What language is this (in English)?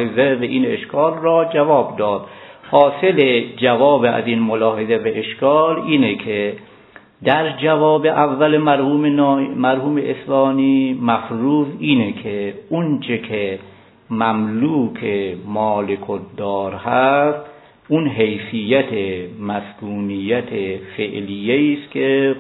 Persian